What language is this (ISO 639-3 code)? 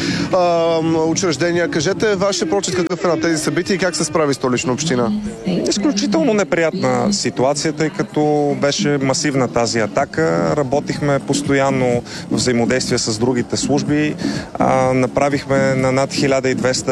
bul